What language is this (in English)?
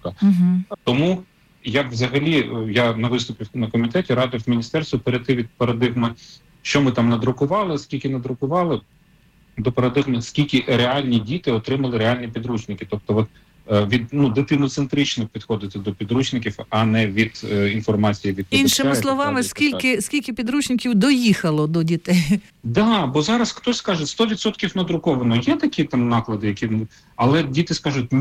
Ukrainian